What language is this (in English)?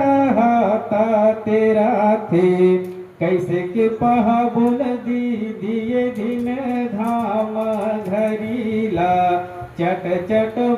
Chhattisgarhi